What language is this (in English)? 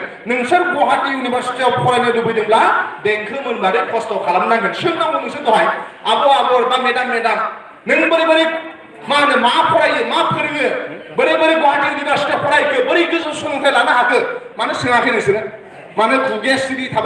Bodo